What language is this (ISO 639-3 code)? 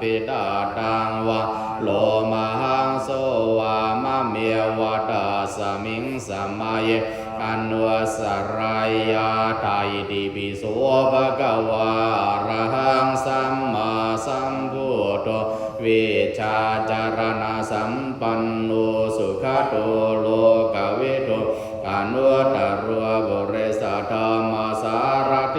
pli